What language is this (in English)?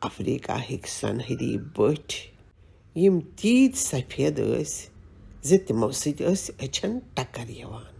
Kashmiri